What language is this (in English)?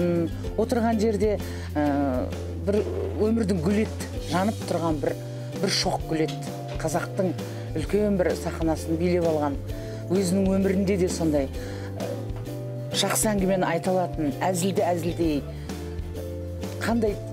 Kazakh